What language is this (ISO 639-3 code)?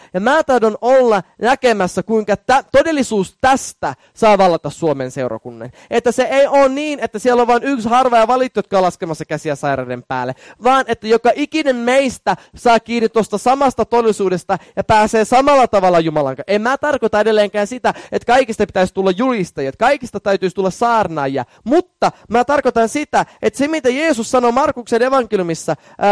fin